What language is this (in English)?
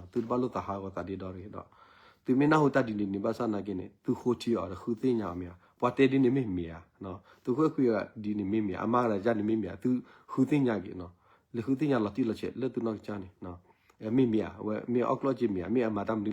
S'gaw Karen